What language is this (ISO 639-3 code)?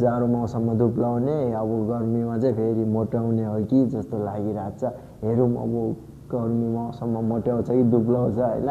nep